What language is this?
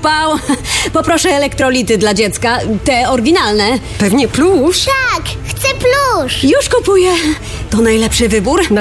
Polish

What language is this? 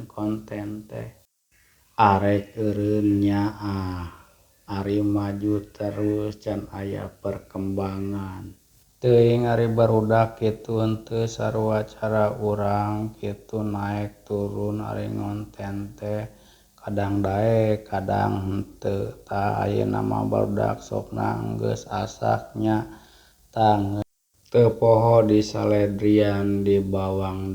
Sundanese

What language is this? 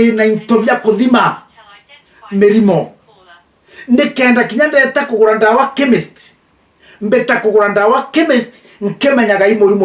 Meru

